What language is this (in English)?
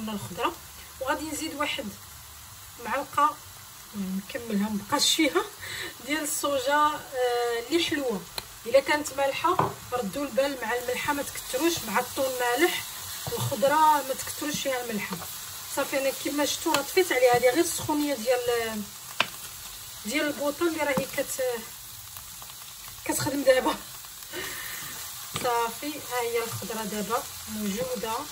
Moroccan Arabic